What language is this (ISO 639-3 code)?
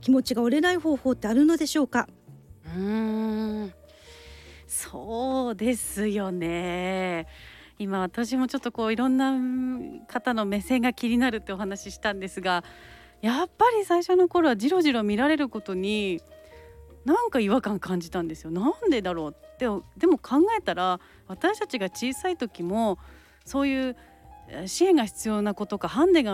jpn